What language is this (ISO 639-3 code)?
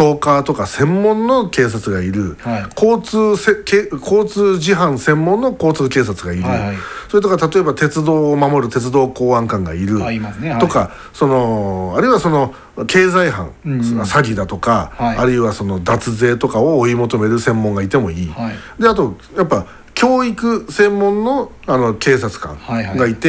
jpn